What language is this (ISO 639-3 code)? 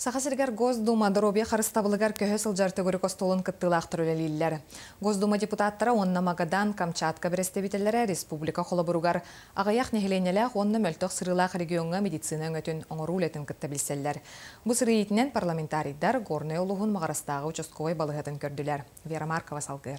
sah